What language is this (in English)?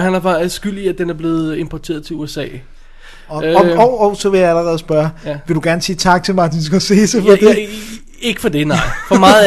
Danish